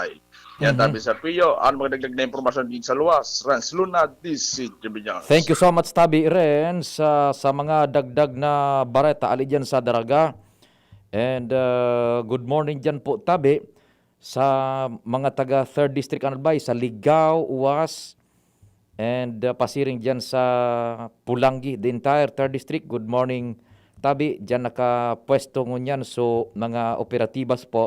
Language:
Bikol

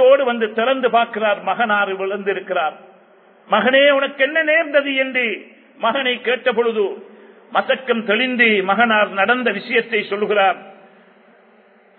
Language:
Tamil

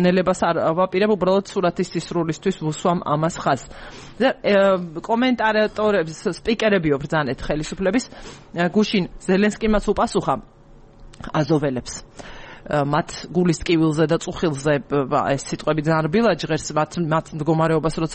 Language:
Georgian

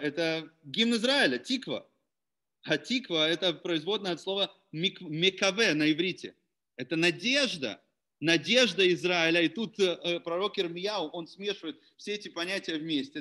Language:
Russian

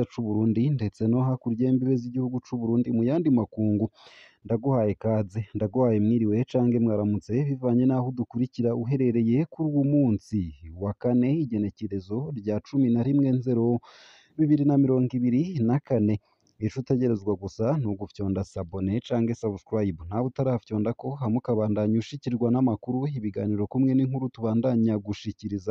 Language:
Rundi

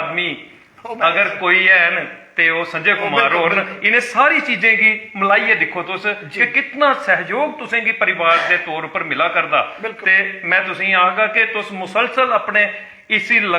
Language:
Dogri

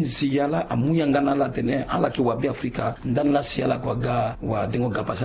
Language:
Sango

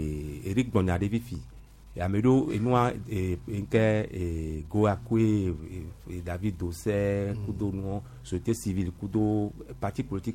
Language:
Gen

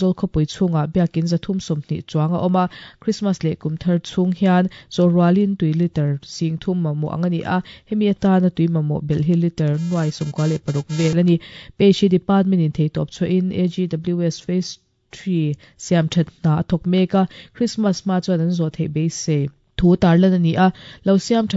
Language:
Mizo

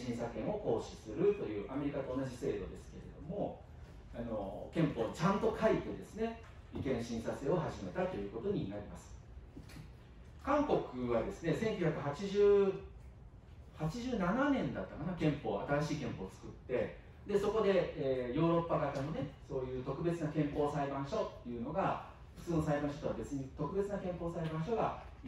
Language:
Japanese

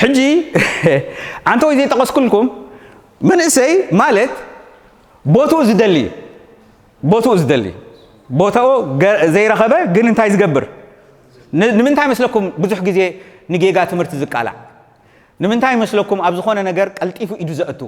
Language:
Tigrinya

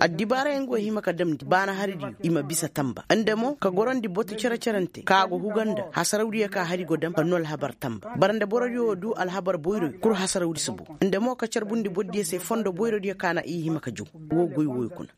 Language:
Koyraboro Senni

